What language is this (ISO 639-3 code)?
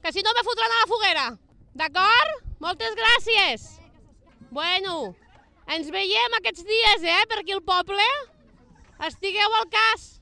cat